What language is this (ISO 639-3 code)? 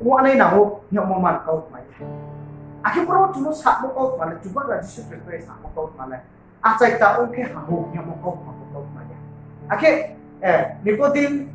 ria